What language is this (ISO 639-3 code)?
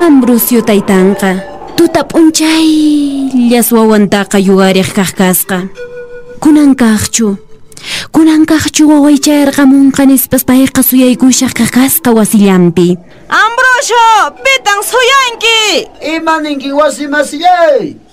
que